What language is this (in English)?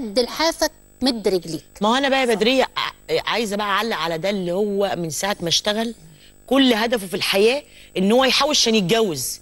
Egyptian Arabic